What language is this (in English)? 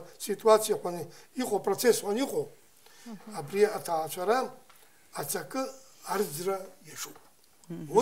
Abkhazian